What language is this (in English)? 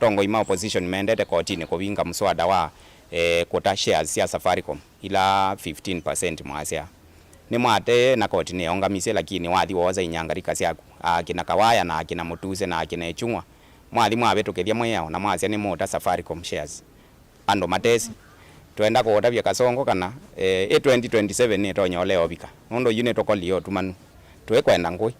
Kamba